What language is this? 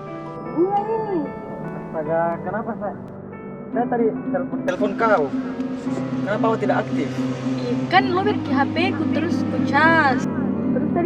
Makassar Malay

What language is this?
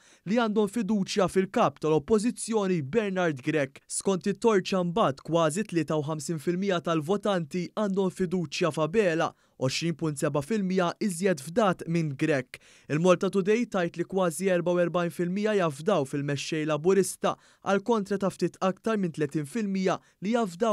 Maltese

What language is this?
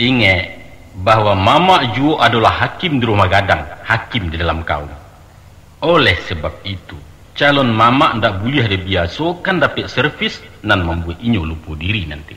Minangkabau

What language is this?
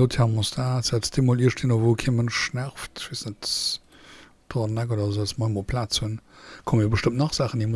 Luxembourgish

